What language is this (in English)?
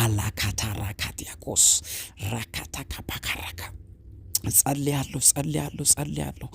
Amharic